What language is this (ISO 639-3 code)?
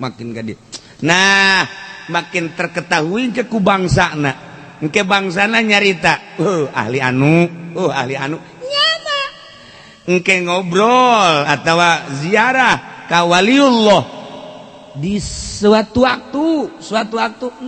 sun